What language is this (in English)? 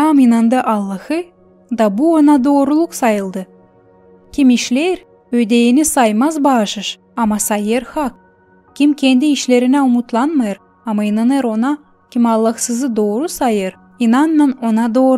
Gagauz